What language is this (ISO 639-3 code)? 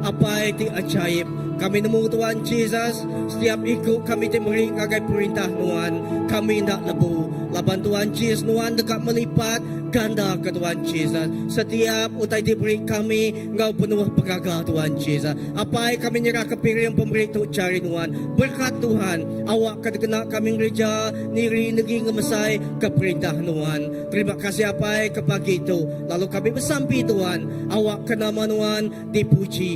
iba